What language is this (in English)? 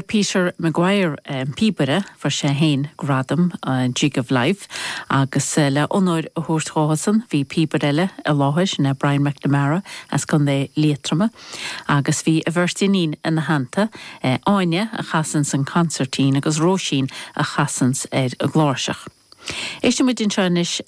Irish